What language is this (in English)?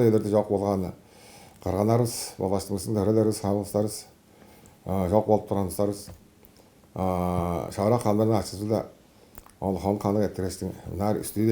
Tuvinian